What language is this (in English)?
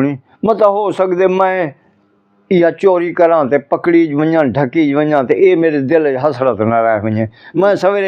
Saraiki